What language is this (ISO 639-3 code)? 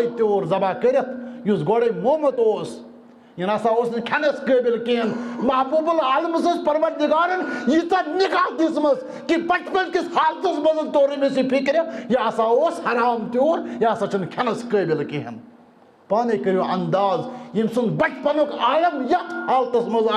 kas